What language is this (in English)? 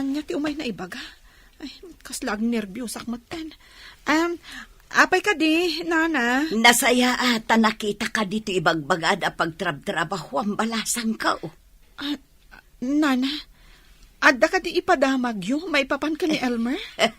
Iloko